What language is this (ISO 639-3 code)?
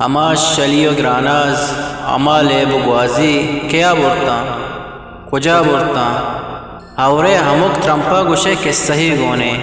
bgp